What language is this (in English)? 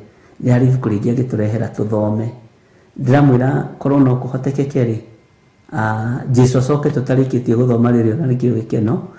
Kikuyu